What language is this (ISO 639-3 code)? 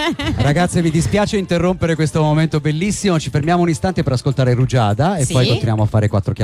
ita